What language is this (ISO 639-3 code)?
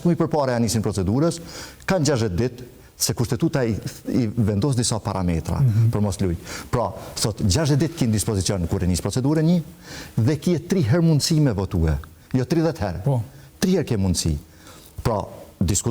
sqi